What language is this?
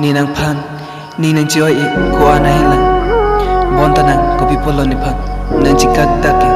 Karbi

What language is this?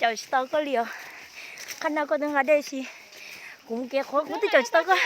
Hmong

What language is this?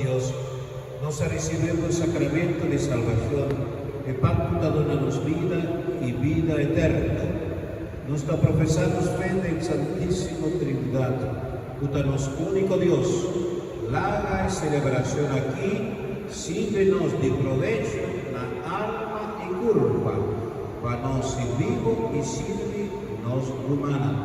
Papiamento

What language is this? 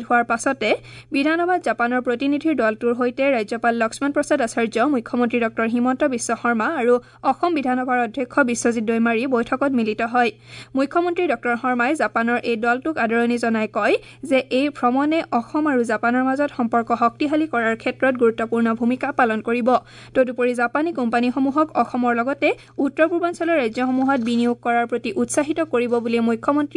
Assamese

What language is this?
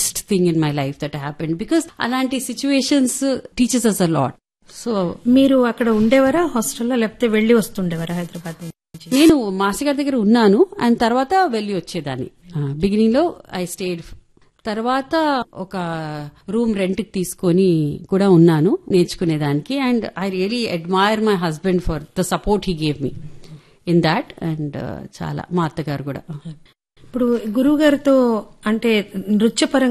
Telugu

